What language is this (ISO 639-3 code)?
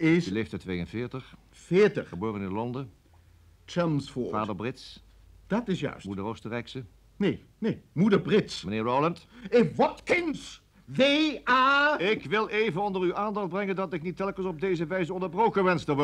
nld